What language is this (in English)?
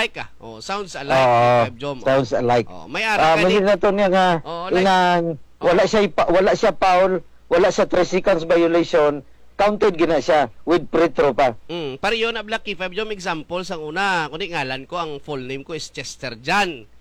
Hiligaynon